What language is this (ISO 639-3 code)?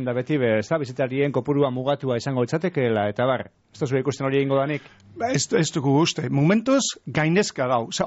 eus